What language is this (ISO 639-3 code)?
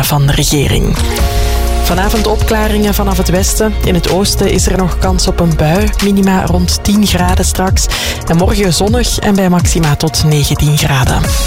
nld